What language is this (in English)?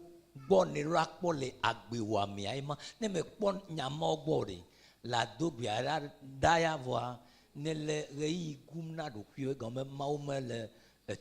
Ewe